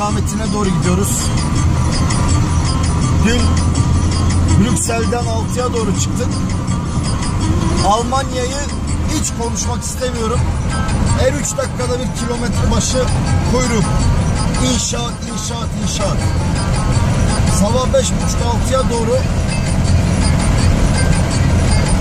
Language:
Turkish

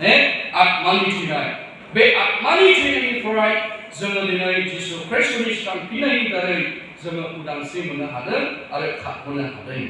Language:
Bodo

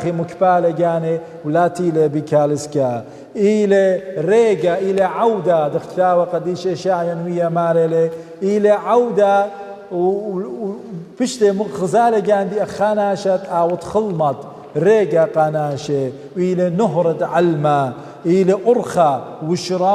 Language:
Assyrian Neo-Aramaic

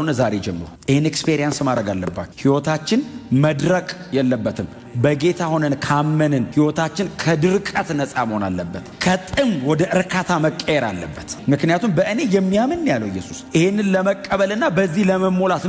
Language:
Amharic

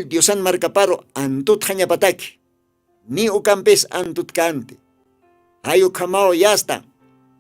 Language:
Aymara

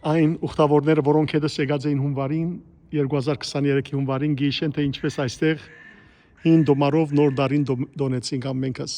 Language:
Western Armenian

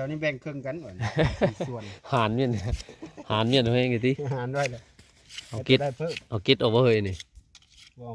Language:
Northeastern Thai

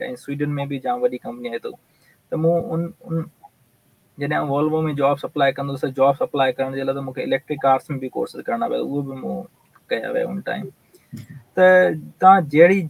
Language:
Sindhi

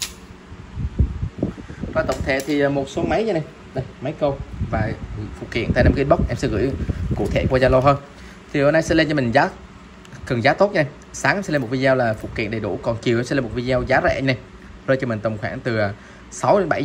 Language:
Vietnamese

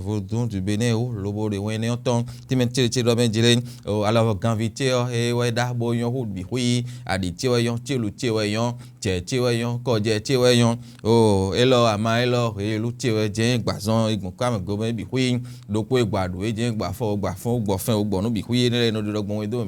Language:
Fon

